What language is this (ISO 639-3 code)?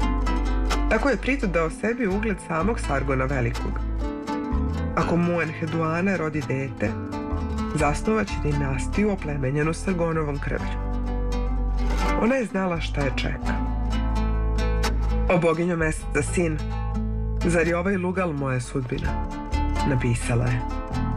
srp